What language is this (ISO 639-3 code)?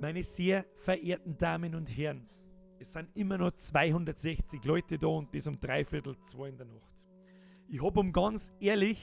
bar